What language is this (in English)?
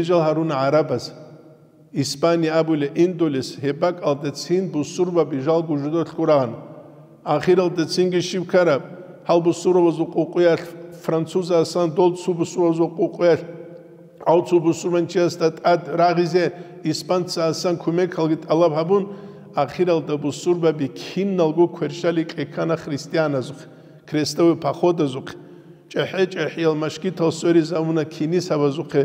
Avaric